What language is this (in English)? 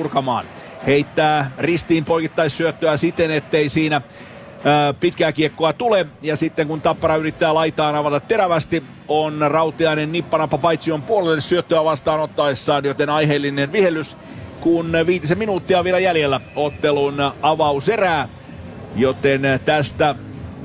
Finnish